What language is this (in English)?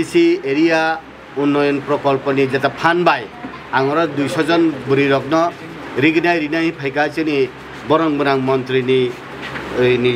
Kok Borok